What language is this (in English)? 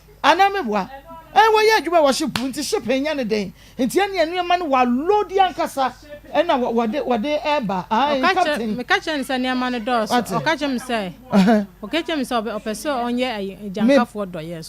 Akan